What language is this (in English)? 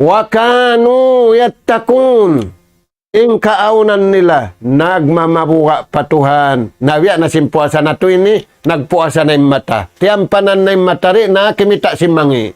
Tausug